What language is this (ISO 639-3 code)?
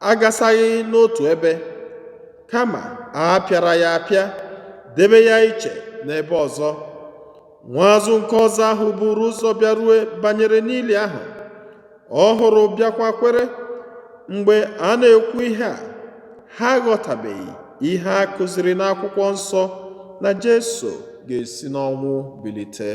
ibo